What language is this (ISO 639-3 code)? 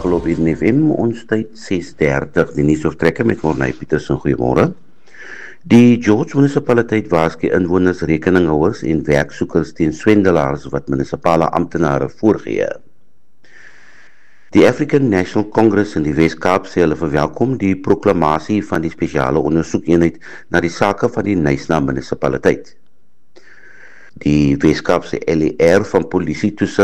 afr